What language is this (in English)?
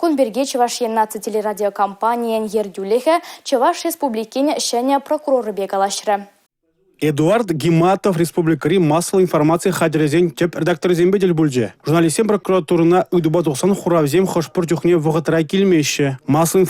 Chuvash